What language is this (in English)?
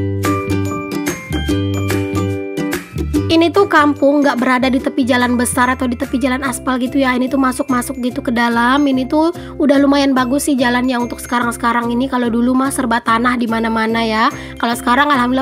Indonesian